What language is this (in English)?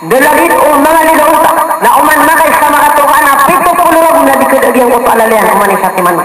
Maranao